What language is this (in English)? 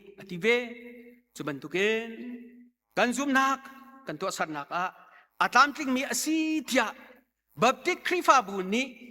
Hakha Chin